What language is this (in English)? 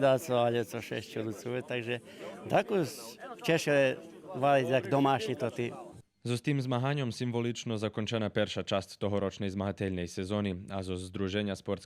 Rusyn